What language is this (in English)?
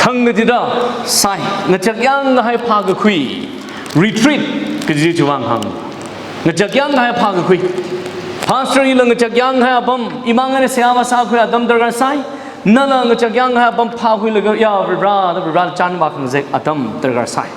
Tangkhul Naga (India)